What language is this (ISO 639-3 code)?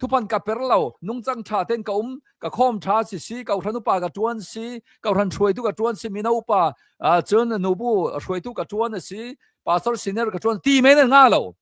cnh